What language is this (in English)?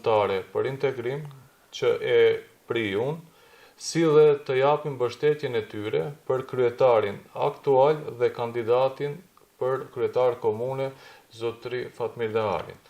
Albanian